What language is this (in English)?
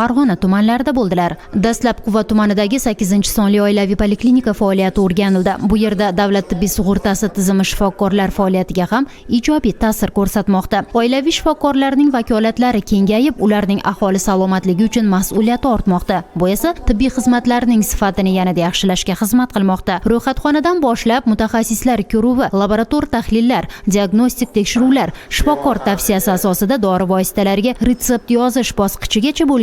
Uzbek